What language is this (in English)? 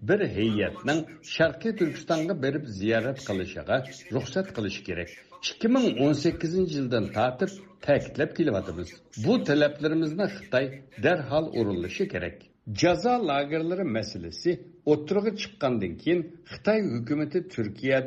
Uyghur